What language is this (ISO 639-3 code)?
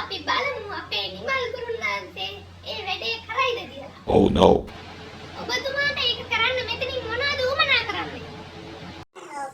sin